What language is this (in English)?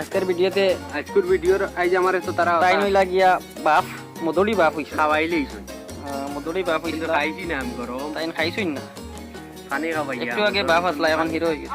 Sylheti